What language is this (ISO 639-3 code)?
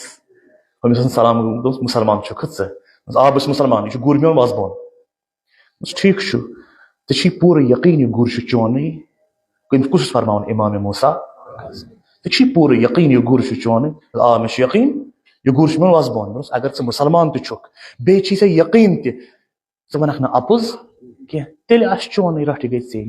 kas